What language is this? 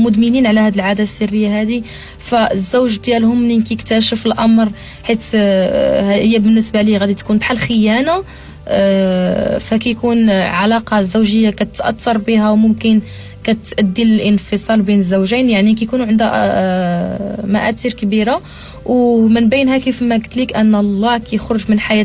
Moroccan Arabic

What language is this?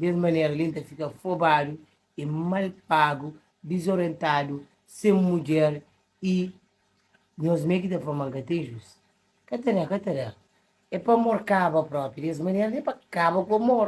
Kabuverdianu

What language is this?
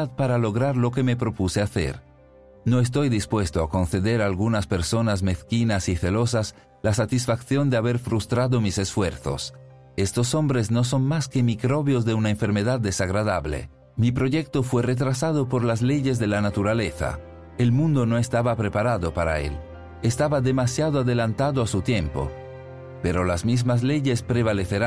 Spanish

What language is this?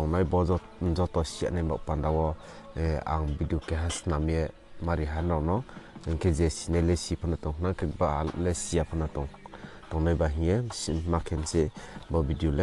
Riang (India)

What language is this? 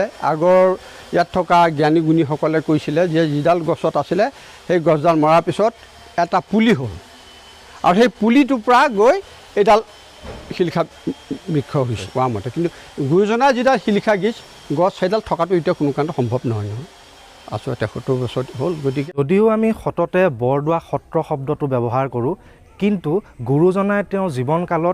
Assamese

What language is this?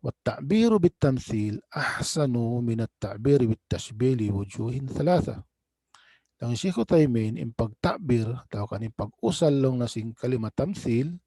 Tausug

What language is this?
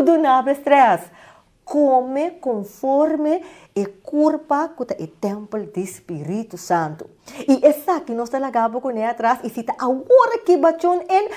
Papiamento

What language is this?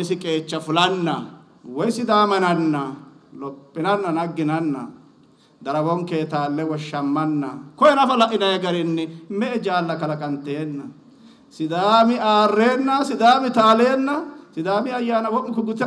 Sidamo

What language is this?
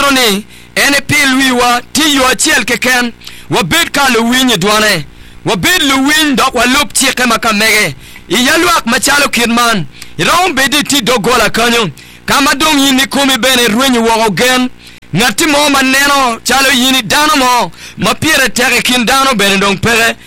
Acoli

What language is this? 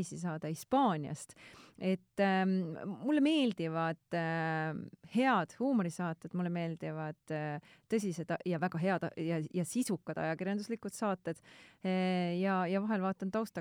Estonian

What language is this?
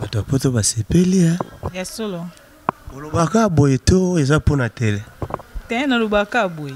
Lingala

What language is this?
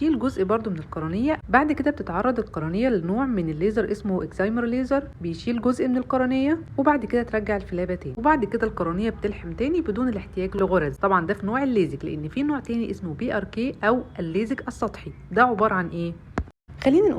Egyptian Arabic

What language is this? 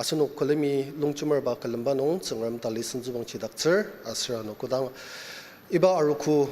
Ao Naga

